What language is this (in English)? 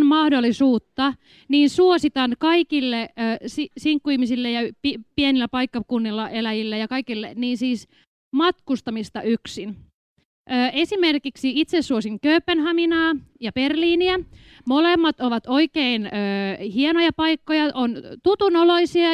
Finnish